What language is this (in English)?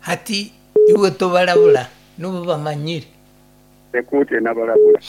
Nyoro